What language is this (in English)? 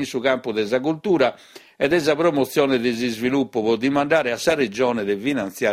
Sardinian